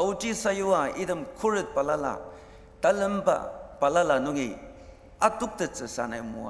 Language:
Ao Naga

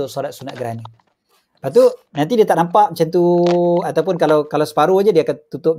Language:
Malay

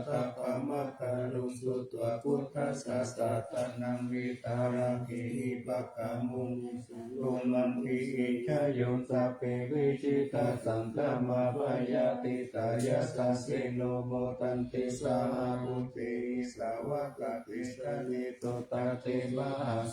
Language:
Pali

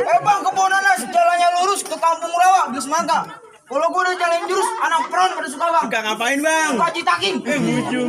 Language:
Betawi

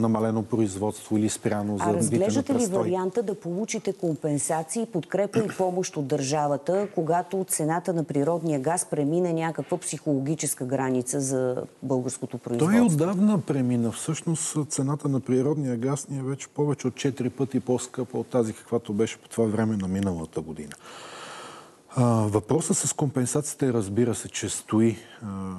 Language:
Bulgarian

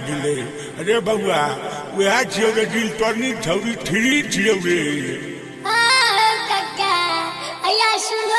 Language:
Maithili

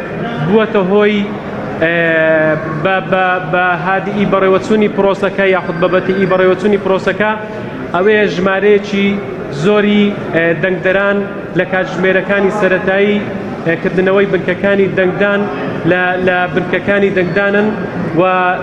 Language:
Central Kurdish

